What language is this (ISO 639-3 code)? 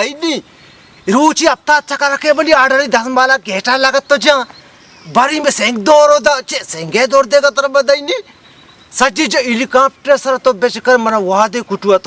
bal